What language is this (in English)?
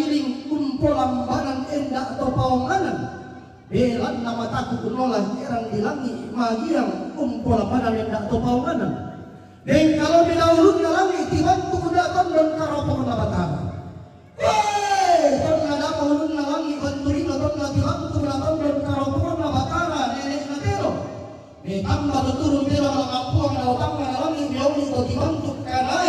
Toraja-Sa'dan